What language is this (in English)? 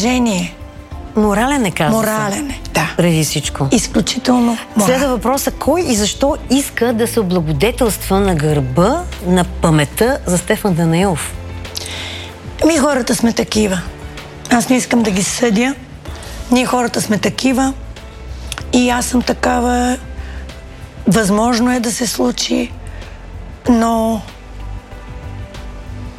Bulgarian